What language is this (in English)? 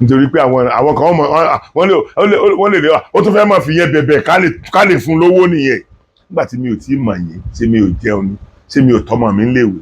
Yoruba